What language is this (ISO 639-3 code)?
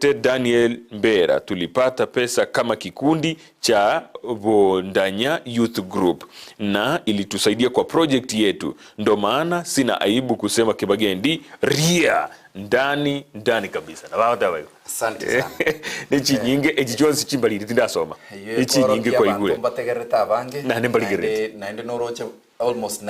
guz